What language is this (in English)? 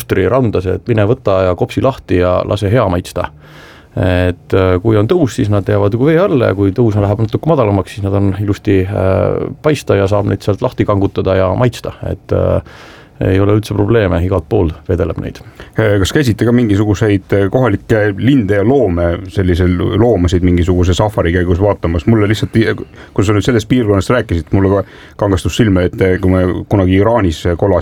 Estonian